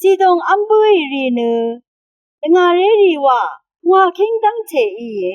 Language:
Rawang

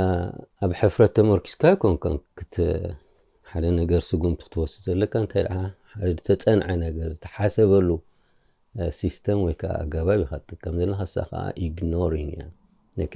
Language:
Tigrinya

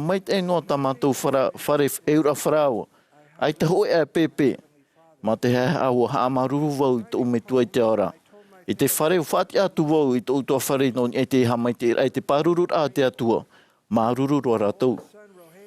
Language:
Tahitian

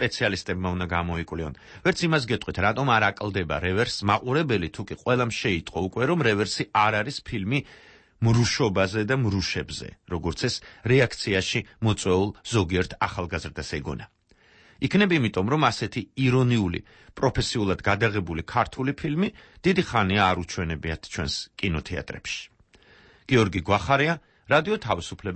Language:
Georgian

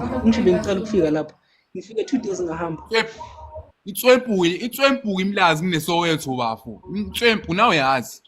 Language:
Zulu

